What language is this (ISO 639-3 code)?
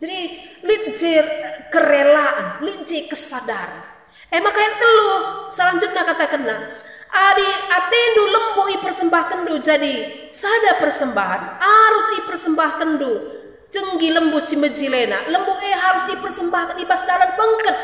btx